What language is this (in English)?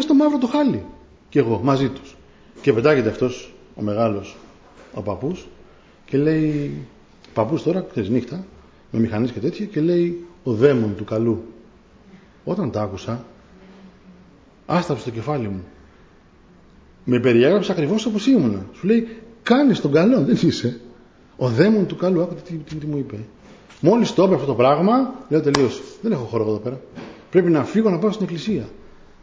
Greek